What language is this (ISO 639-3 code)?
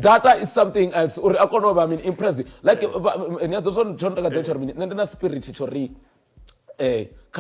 ven